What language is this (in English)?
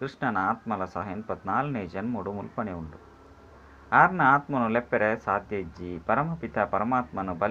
Tulu